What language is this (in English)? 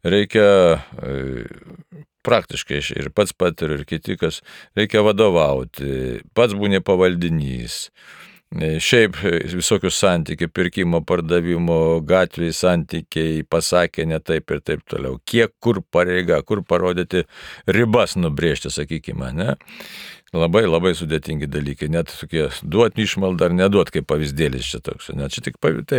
Lithuanian